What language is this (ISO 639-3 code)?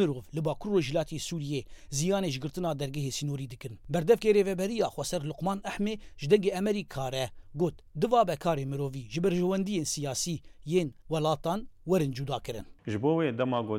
kur